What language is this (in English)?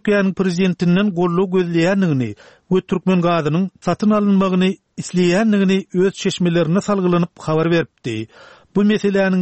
Turkmen